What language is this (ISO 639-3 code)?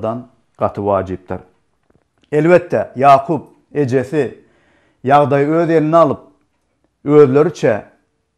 tuk